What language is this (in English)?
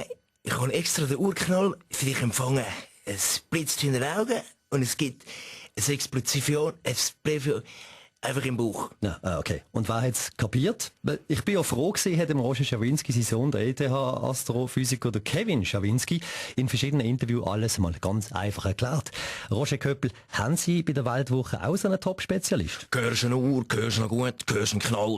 Swiss German